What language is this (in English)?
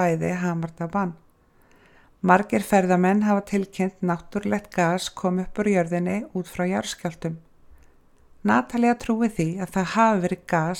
Icelandic